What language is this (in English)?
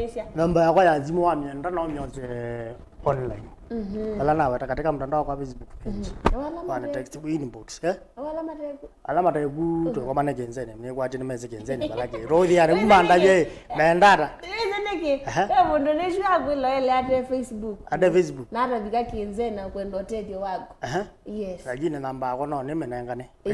Kamba